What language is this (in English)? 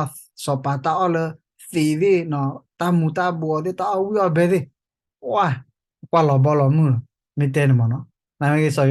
S'gaw Karen